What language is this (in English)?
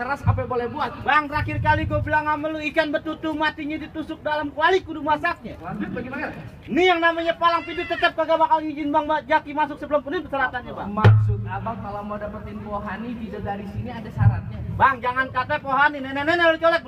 Betawi